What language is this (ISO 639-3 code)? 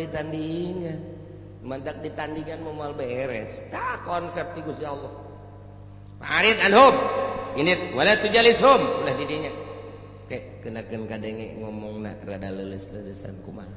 sun